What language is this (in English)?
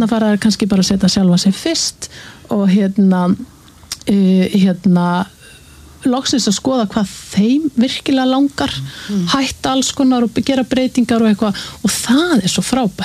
Icelandic